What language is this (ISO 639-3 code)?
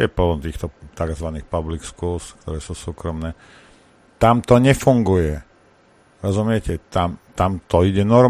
slk